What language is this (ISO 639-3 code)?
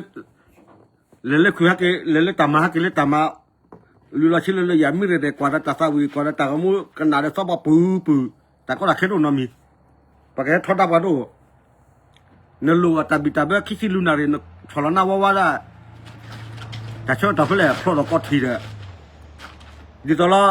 ksw